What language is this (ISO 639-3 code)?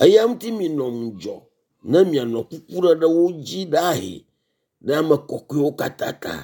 ewe